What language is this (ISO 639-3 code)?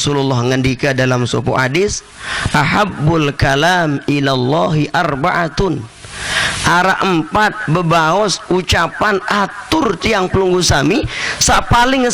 sas